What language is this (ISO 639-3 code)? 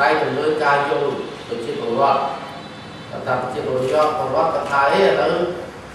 khm